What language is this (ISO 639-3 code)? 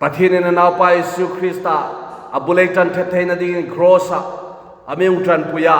hmr